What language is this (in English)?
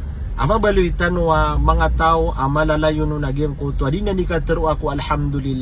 Maranao